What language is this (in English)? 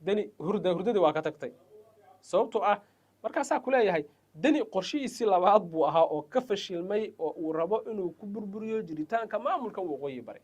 Somali